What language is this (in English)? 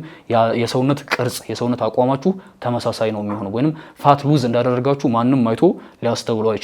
Amharic